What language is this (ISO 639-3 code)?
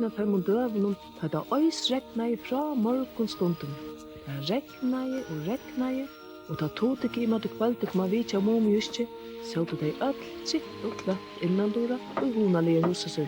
fao